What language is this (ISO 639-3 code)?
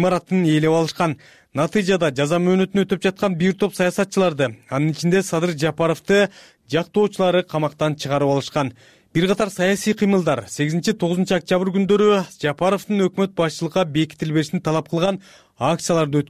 kir